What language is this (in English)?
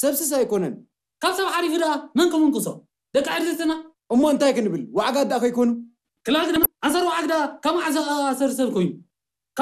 Tigrinya